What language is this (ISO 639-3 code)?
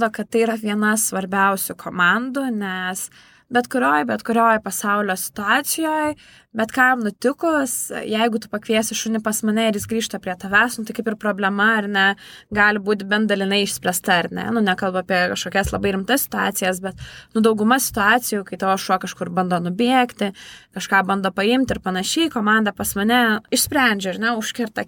lit